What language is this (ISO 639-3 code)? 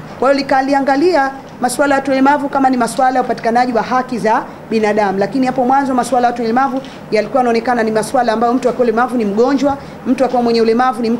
swa